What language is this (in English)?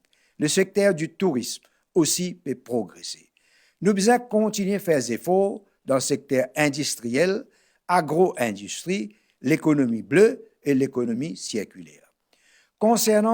Morisyen